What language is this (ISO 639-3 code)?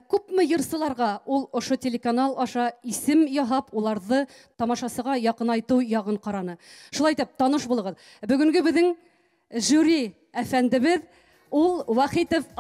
bak